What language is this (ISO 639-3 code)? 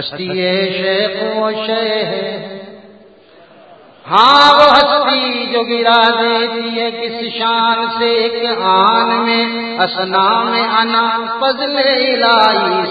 urd